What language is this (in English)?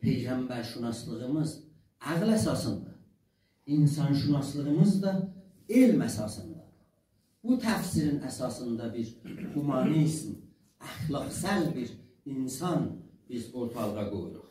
South Azerbaijani